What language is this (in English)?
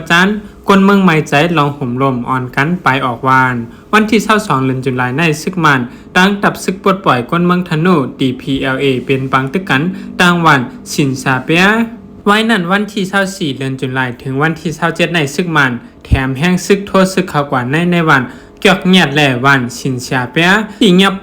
Shan